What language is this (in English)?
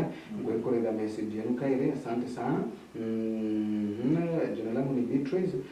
Meru